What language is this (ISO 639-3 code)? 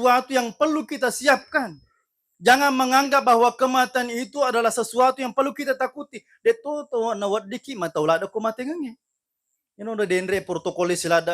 bug